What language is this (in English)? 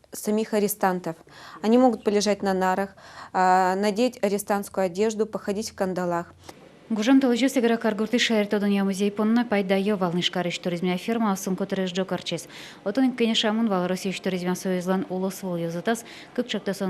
Udmurt